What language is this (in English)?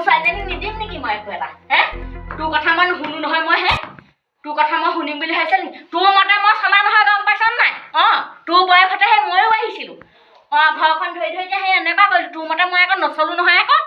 Assamese